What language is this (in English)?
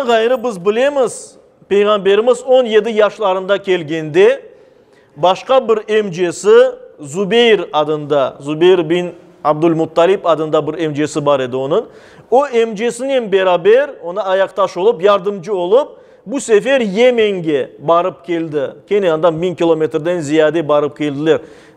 Crimean Tatar